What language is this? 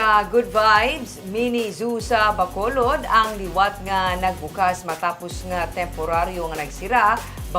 Hiligaynon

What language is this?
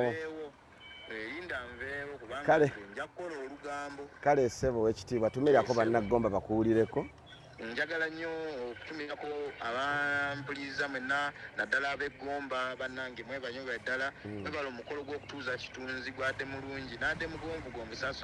Ganda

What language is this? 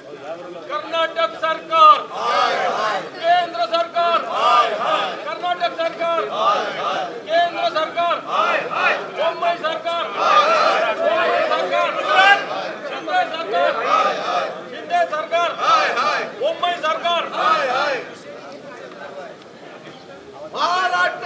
Marathi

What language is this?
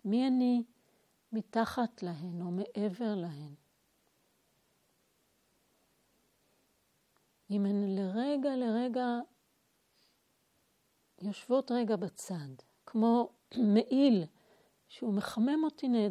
Hebrew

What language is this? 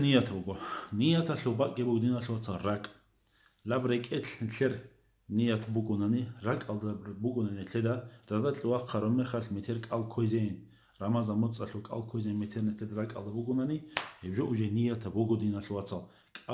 Avaric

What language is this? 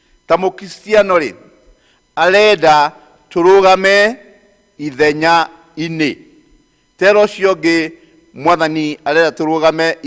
Kikuyu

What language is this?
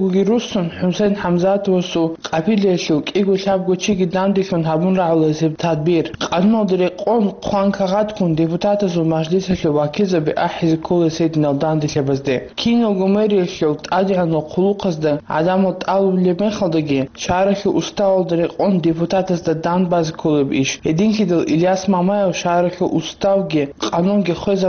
Avaric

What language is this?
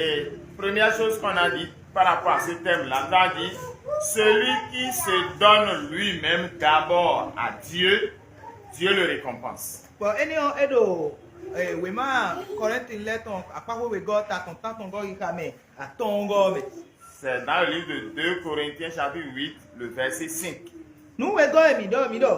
Fon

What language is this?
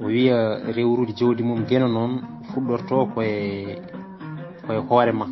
Fula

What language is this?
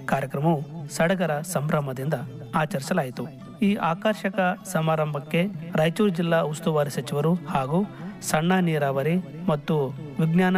Kannada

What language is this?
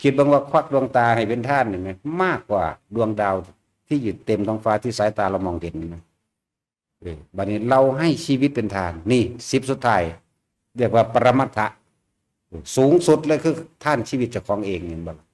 Lao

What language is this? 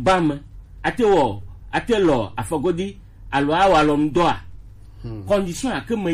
Gen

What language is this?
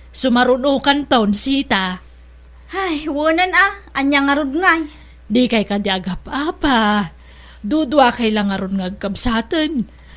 Iloko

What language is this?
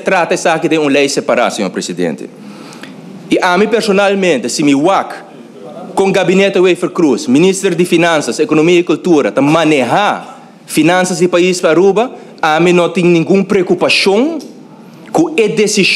Papiamento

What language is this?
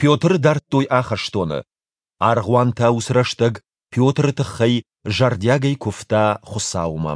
Ossetic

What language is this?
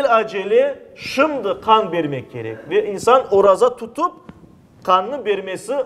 Crimean Tatar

